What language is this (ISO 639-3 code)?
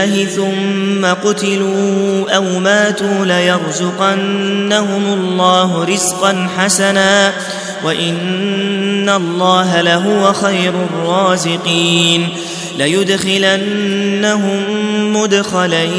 ara